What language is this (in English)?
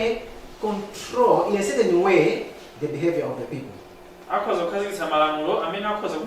Nyanja